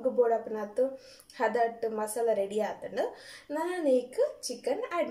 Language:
Tulu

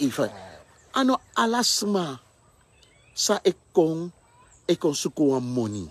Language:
Sranan Tongo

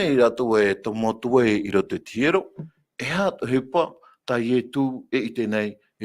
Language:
Tahitian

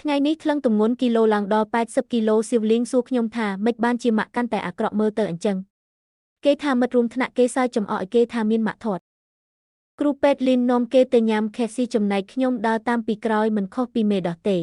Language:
Khmer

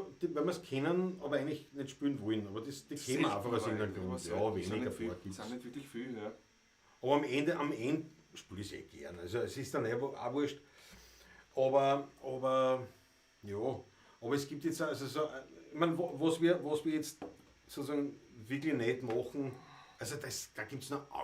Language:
Bavarian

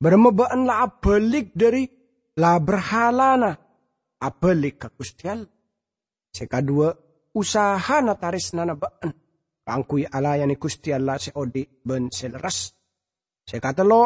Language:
Madurese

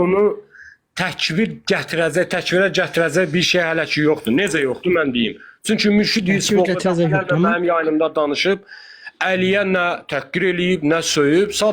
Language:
Azerbaijani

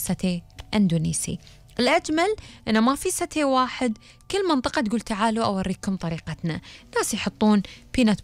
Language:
Gulf Arabic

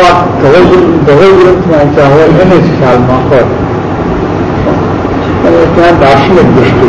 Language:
Gujarati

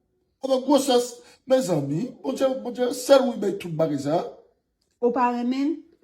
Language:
Haitian Creole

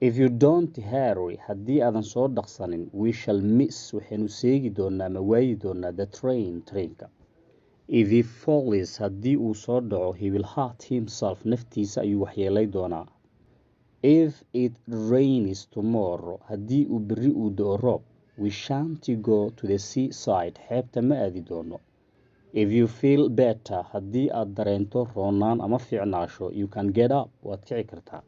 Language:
Somali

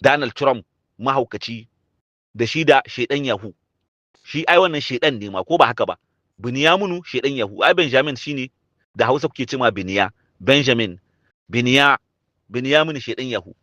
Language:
Hausa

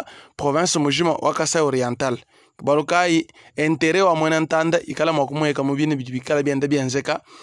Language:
Luba-Lulua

